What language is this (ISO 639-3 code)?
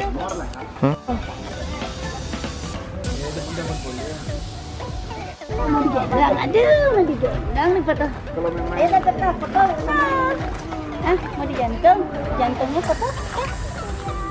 ind